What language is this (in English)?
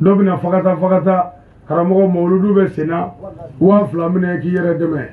Bambara